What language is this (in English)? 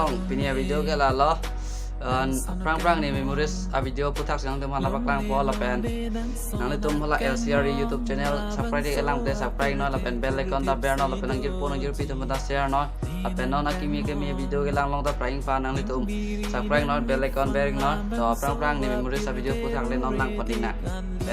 Karbi